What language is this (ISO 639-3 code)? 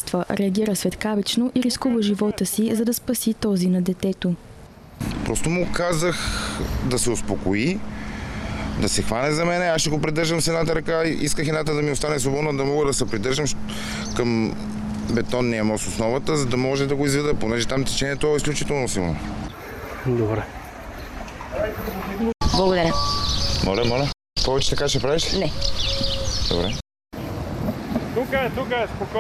bul